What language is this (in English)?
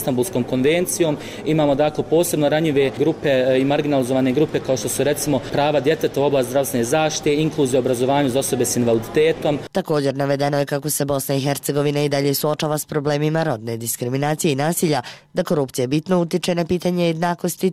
Bosnian